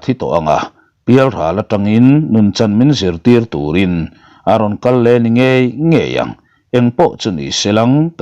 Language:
Mizo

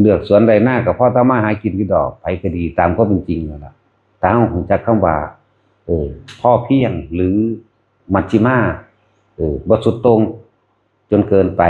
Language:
Northeastern Thai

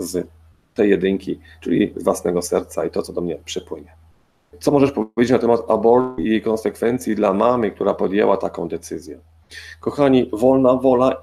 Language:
Polish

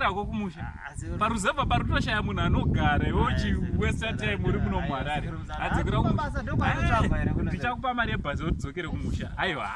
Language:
Shona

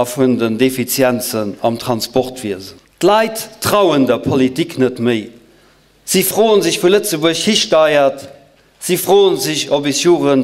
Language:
Luxembourgish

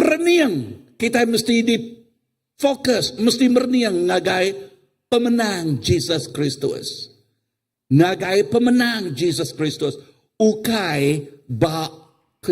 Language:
Iban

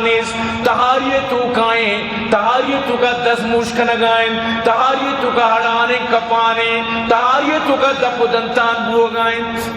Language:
Eastern Balochi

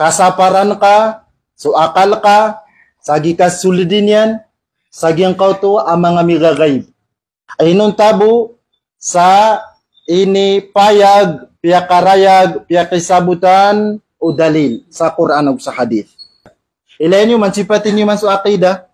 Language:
Maranao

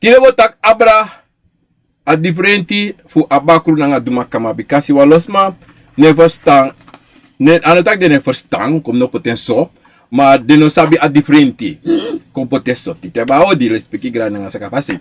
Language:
Sranan Tongo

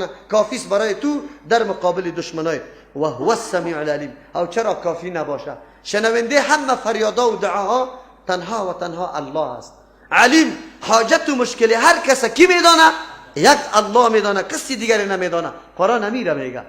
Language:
Persian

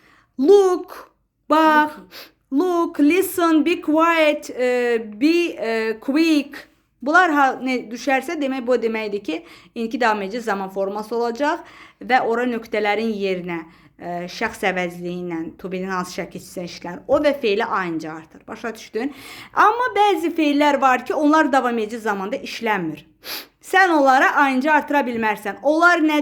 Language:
Azerbaijani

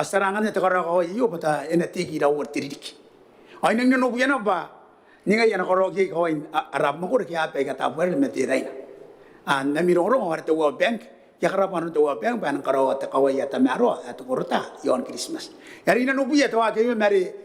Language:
Gilbertese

